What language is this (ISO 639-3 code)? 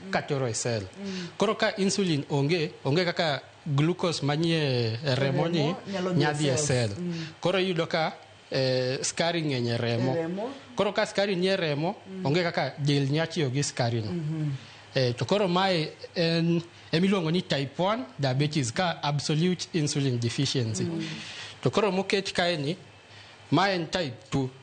luo